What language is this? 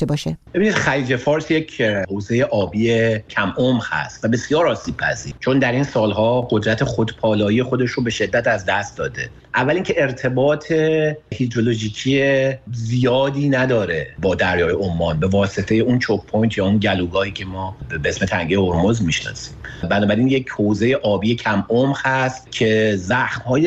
Persian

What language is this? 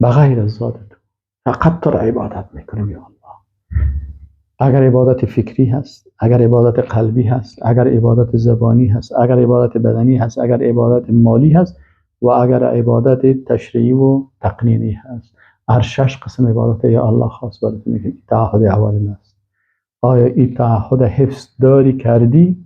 Persian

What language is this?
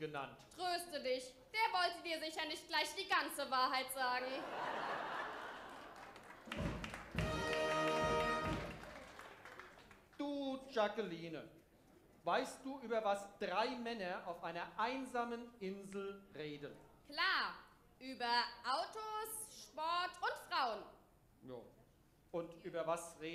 German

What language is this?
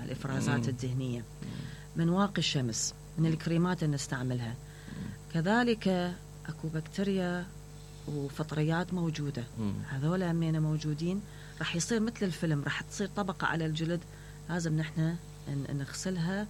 Mesopotamian Arabic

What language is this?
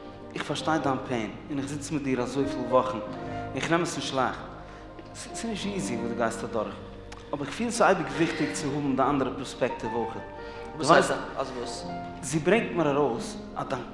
Yiddish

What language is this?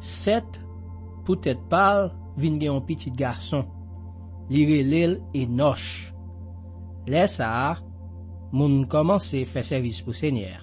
Haitian Creole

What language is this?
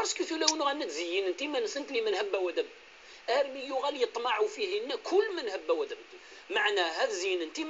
Kabyle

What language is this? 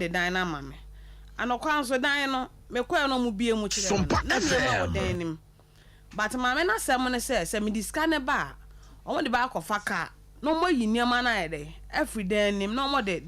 Akan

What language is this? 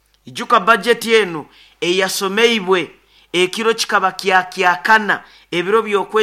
Nyoro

